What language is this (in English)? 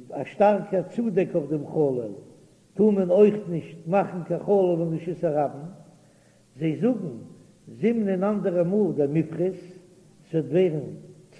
Yiddish